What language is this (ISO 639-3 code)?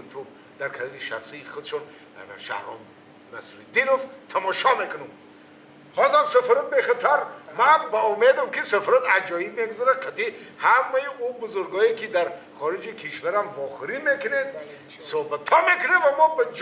tgk